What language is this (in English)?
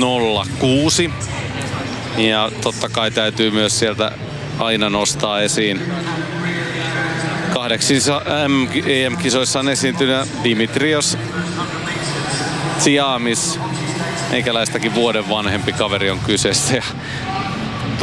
Finnish